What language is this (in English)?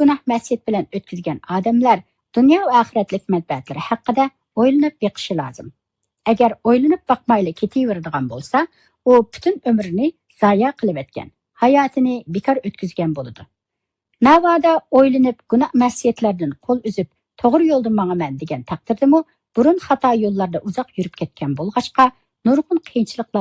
Uyghur